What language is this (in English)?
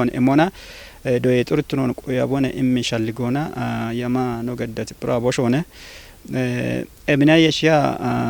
Kafa